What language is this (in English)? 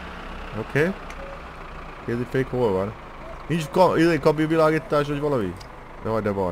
Hungarian